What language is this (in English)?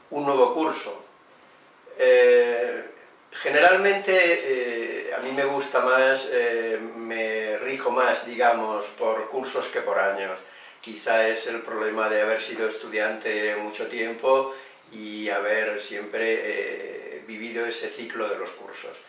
Spanish